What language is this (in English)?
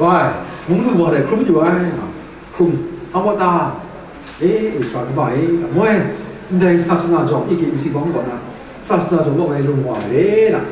Kachin